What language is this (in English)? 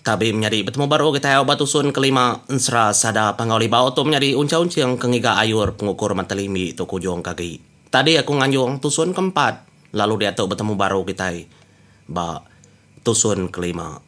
Iban